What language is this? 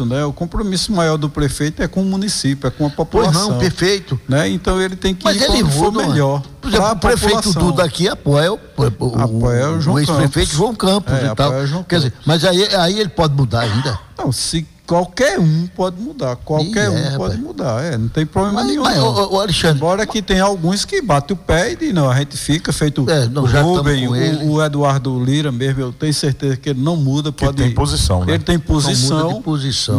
Portuguese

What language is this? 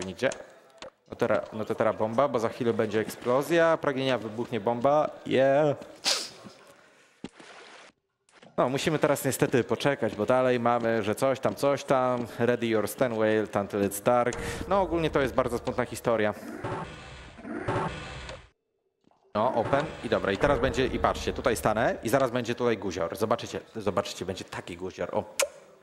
Polish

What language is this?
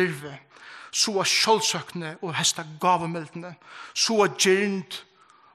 Faroese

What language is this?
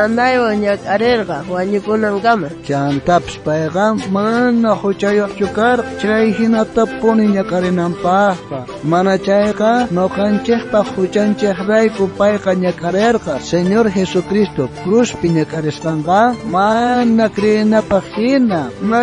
South Bolivian Quechua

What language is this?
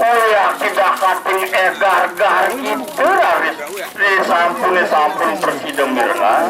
Balinese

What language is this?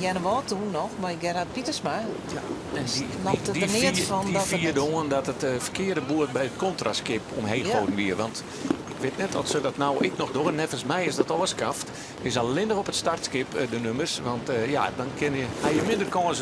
Western Frisian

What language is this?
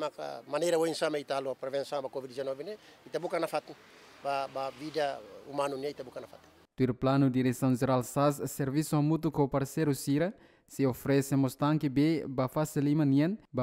Tetum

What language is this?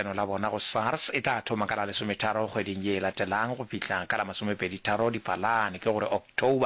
Northern Sotho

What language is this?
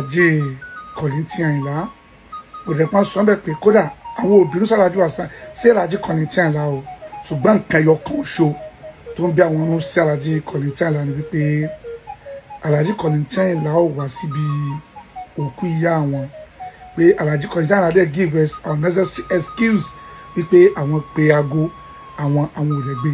Yoruba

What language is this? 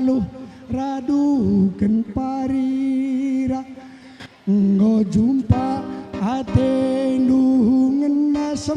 Batak Karo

